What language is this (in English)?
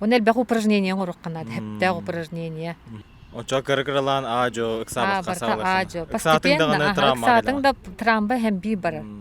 Yakut